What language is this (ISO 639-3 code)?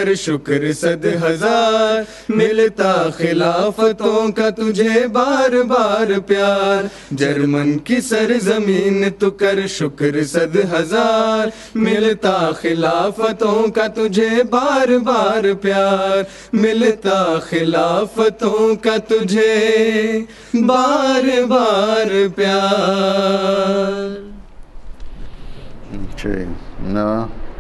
urd